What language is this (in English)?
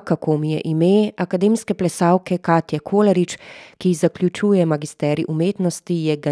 Slovenian